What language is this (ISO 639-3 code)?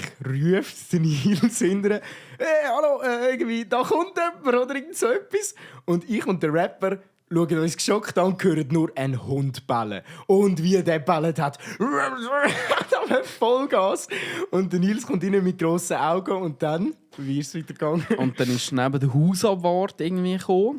gsw